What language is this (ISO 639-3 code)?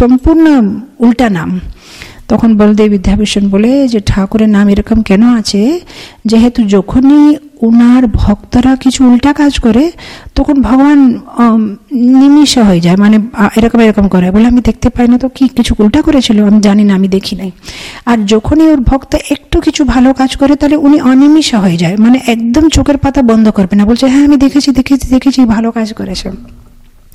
ben